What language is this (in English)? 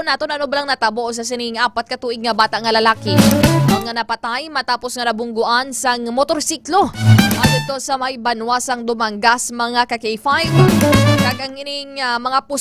Hiligaynon